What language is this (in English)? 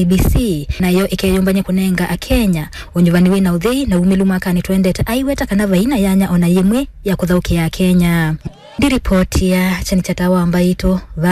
Kamba